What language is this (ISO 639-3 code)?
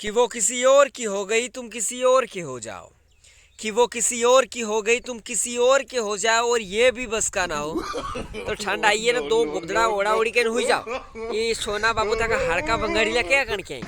raj